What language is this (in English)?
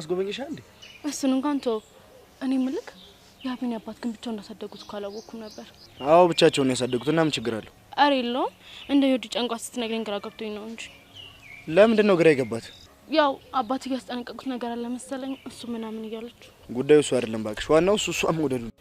Amharic